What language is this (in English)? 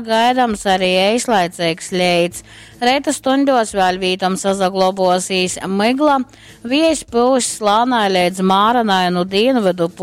Latgalian